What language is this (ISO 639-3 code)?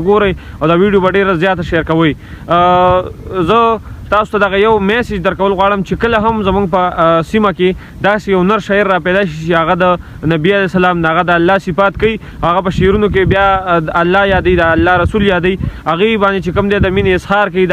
pus